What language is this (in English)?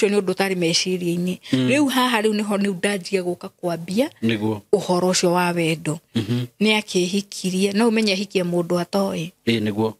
Kikuyu